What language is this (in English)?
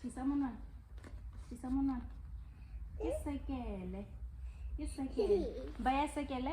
Tswana